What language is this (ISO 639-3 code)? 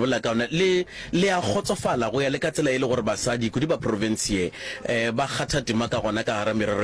nso